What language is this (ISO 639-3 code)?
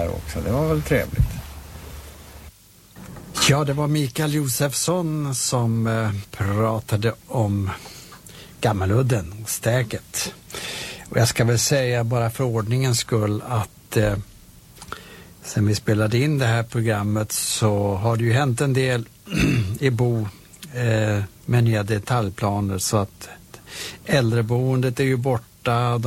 swe